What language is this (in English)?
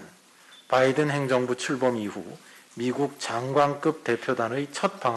Korean